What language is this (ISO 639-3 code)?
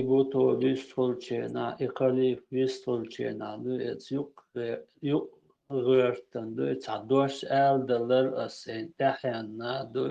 che